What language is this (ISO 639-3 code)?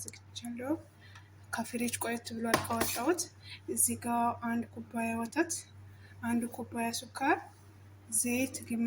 amh